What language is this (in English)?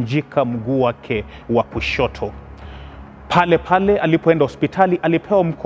Swahili